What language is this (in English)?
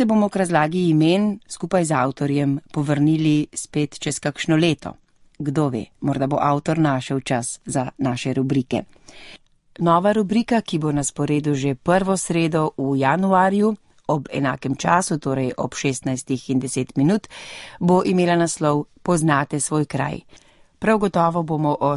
Slovenian